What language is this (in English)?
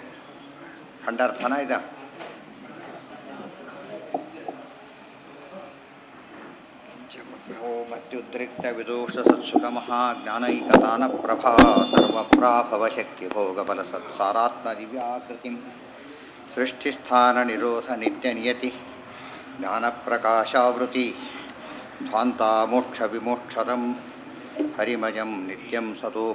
Kannada